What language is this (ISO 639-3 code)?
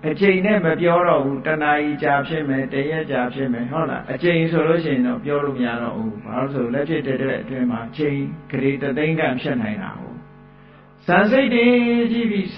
mya